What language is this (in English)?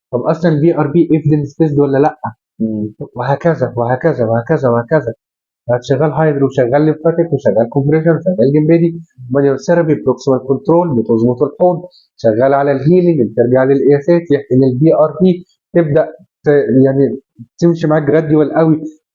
Egyptian Arabic